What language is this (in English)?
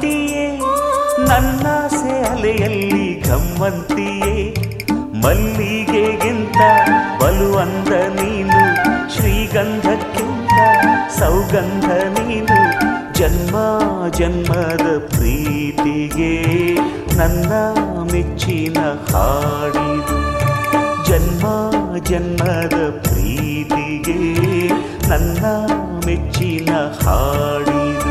Kannada